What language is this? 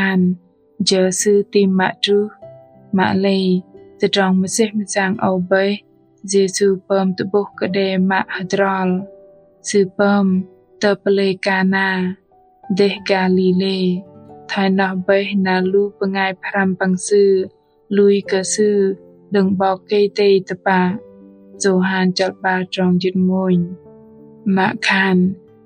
Bahnar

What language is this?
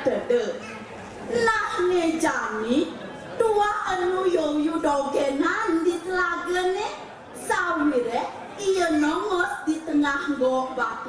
Balinese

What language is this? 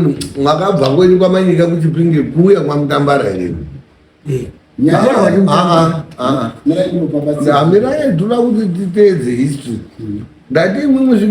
Shona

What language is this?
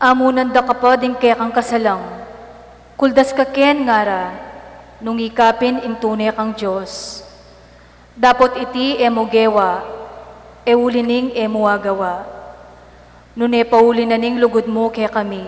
Pampanga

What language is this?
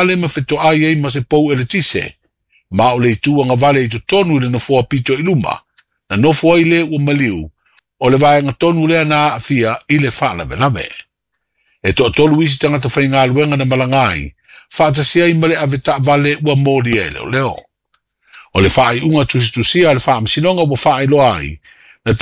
Samoan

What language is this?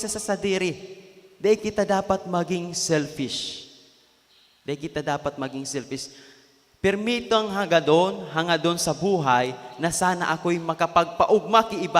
Bikol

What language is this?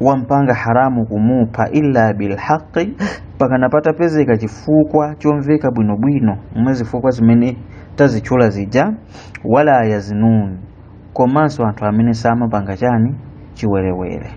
Nyanja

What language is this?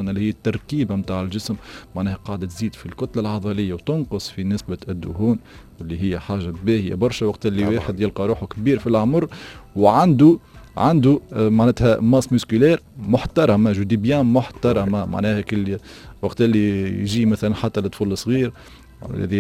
Tunisian Arabic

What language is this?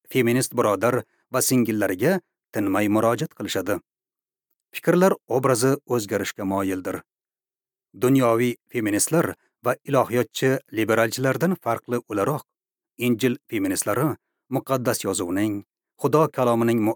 Uzbek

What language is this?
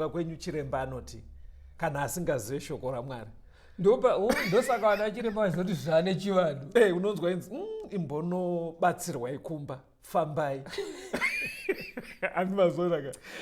Shona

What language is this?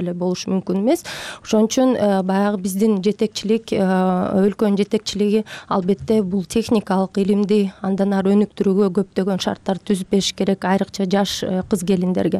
Kyrgyz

